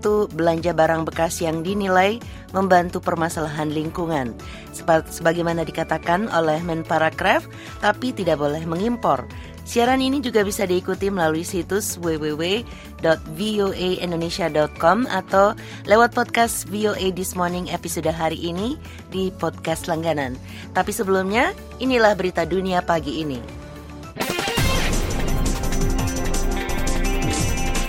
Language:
Indonesian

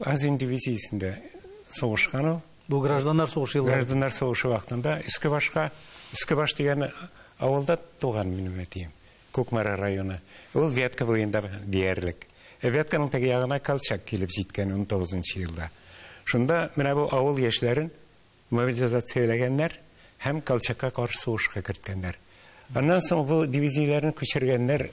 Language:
Tatar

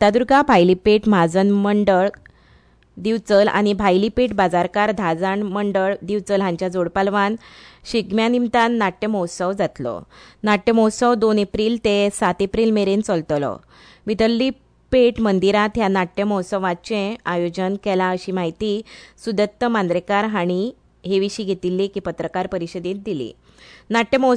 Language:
Konkani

